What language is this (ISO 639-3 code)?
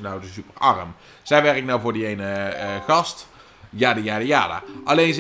nld